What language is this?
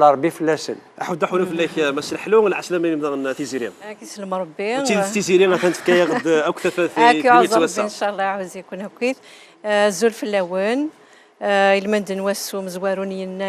Kabyle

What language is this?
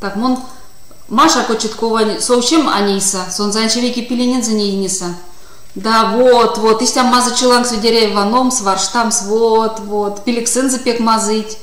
Erzya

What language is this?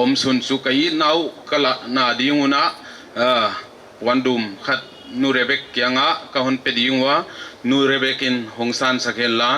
Paite Chin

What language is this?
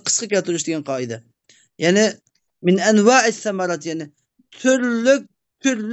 Uyghur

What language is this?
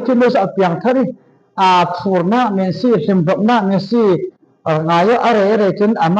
Falam Chin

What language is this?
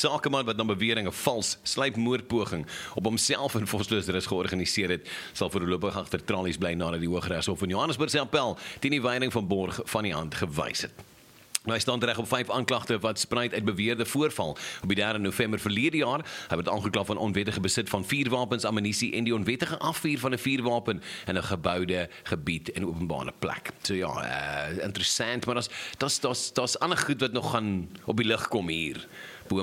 Afrikaans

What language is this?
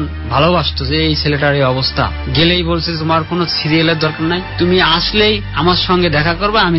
Bangla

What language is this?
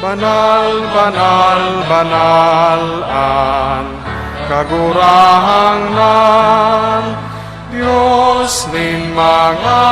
Bikol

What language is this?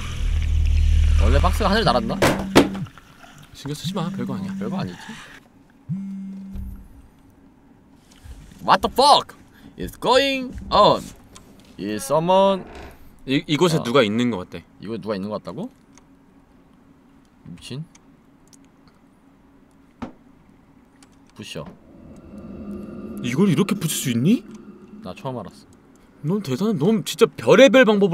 Korean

